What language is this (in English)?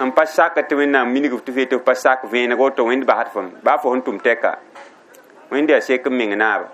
Mossi